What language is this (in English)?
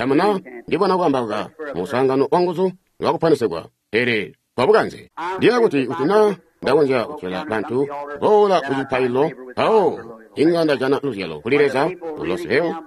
Tonga (Zambia)